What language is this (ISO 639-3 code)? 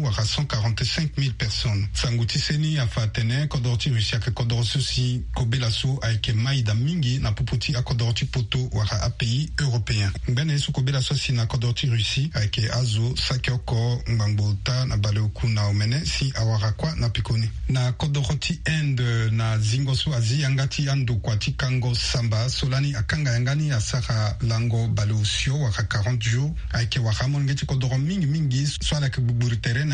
sag